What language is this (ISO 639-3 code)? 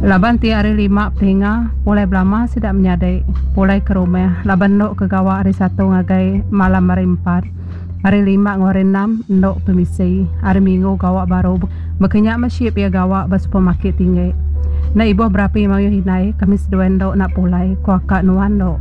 iba